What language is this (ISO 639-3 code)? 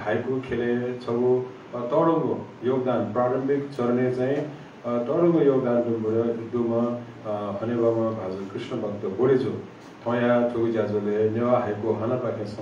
new